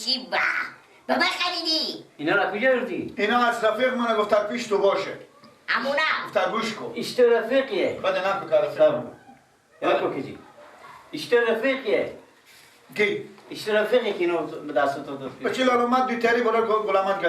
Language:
Persian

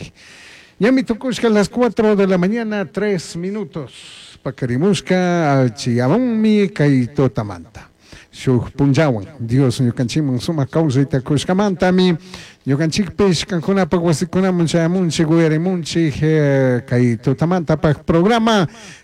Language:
Chimborazo Highland Quichua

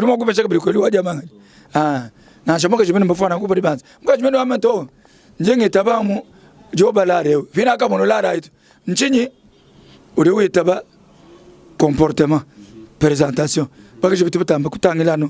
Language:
Luba-Lulua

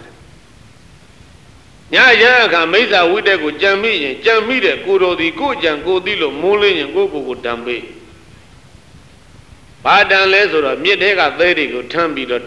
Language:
Burmese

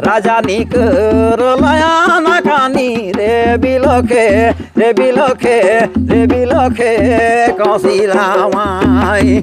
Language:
Sadri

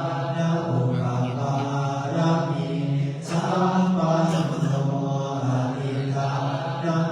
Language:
Pali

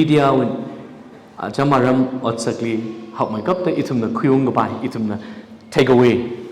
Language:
Tangkhul Naga (India)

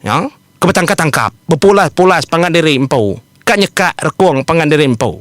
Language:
Iban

